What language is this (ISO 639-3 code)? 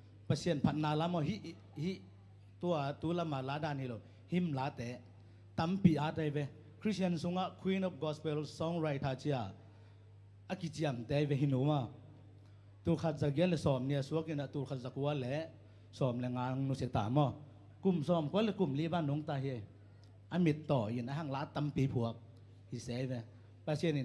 ctd